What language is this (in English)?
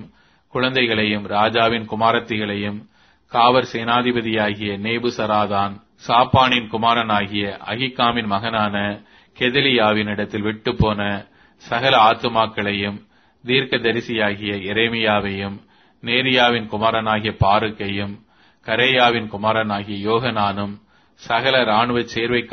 Tamil